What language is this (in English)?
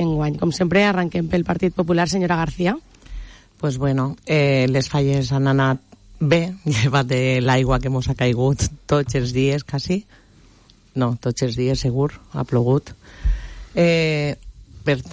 Catalan